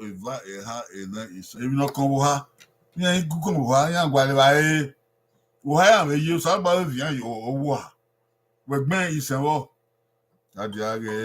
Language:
Bini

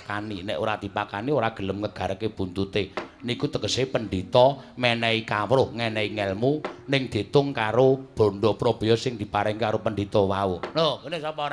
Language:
Javanese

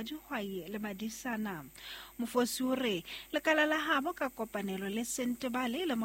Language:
Southern Sotho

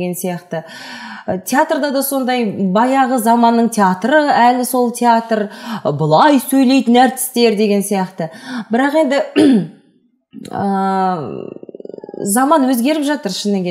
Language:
Kazakh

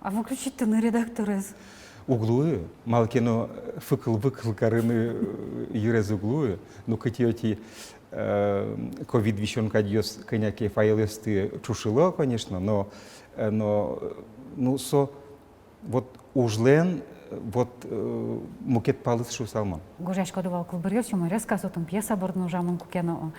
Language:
Udmurt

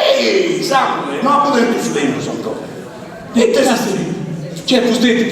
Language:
Sardinian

